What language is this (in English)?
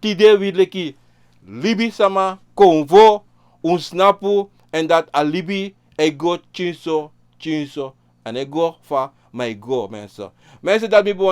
Sranan Tongo